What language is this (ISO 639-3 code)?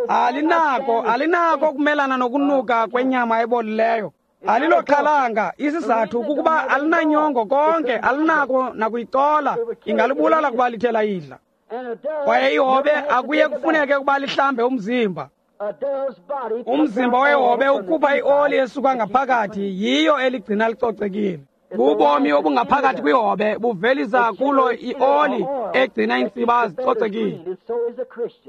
xho